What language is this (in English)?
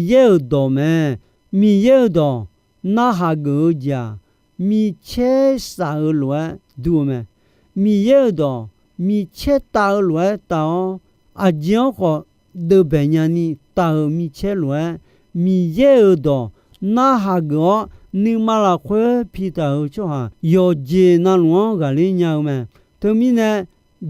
Akha